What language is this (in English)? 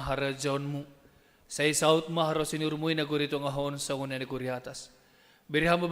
Batak Simalungun